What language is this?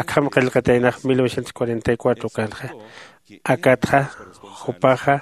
Aymara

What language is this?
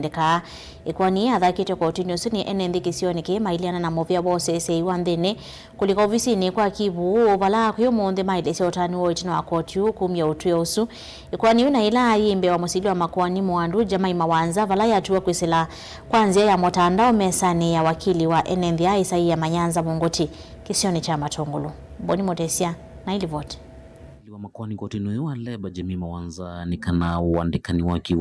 Kamba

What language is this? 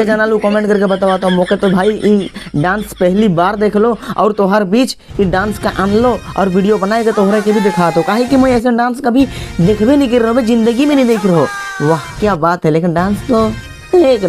Sadri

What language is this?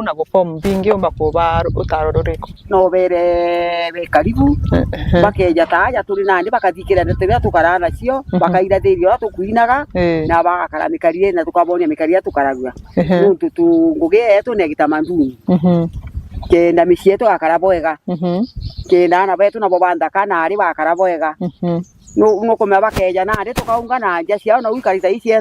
Meru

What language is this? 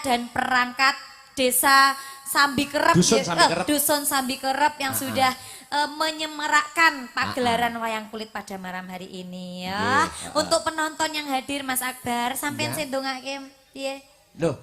Javanese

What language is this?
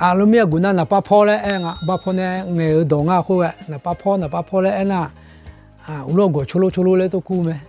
Akha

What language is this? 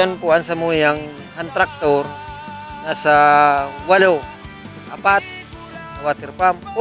Bikol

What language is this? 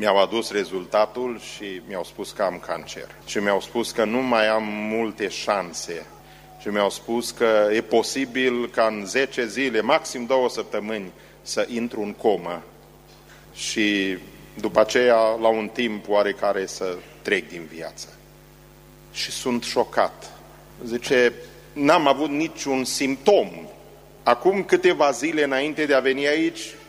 Romanian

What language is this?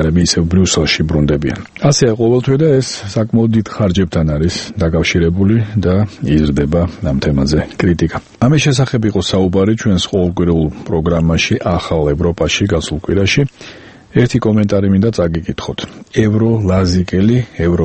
Georgian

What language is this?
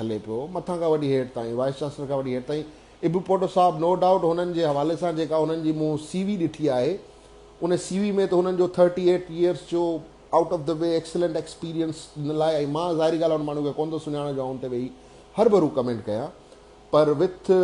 Sindhi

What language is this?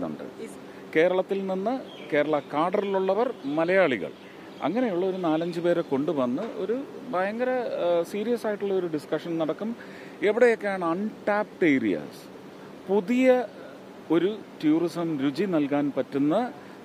Malayalam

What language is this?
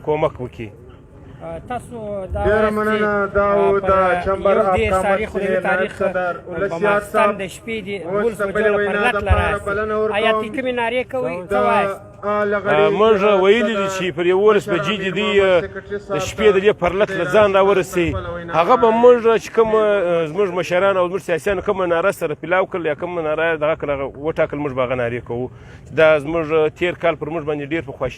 Pashto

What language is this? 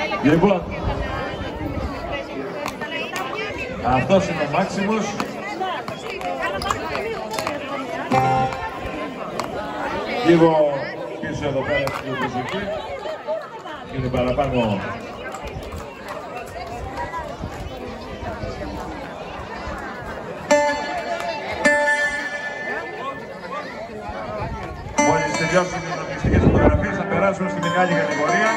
Greek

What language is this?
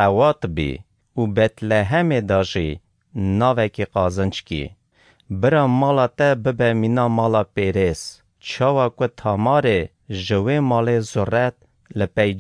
Kurdish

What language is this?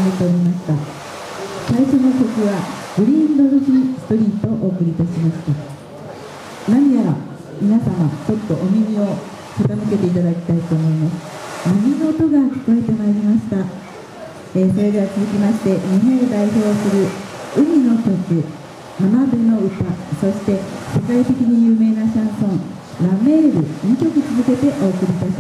Japanese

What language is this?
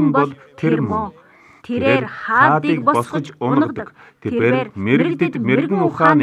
Mongolian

